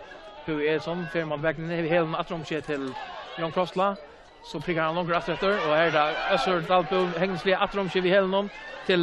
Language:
Faroese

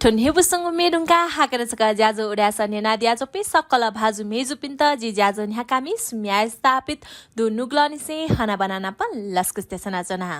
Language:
Newari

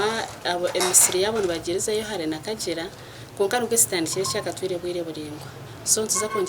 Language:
Nyankole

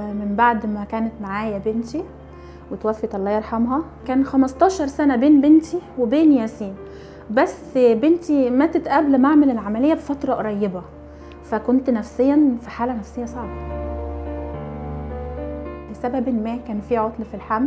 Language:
Egyptian Arabic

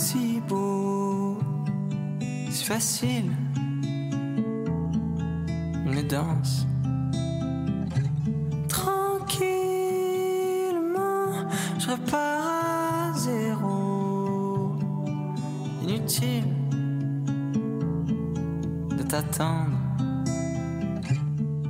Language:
French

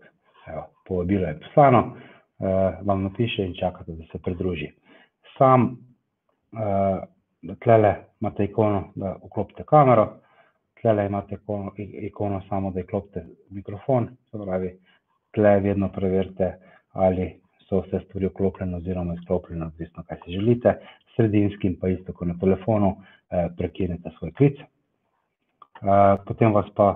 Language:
Slovenian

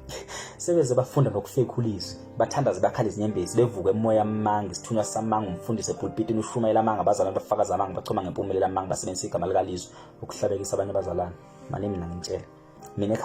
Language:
Zulu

